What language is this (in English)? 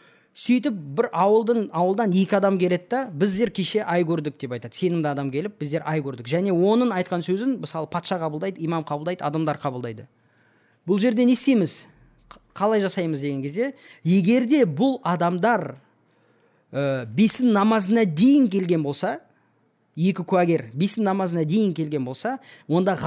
Kazakh